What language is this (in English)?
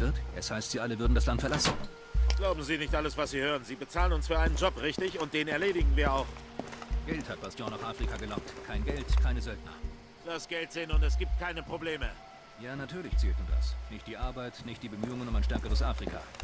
Bavarian